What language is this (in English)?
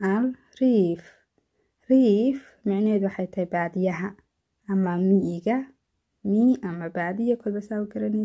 Somali